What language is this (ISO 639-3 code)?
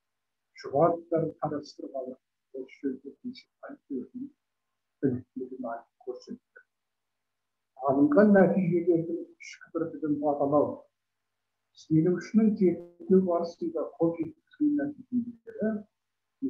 kaz